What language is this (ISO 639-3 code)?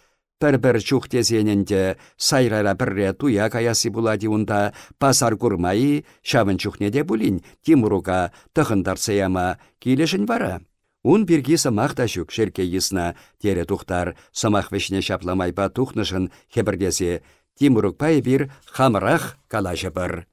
chv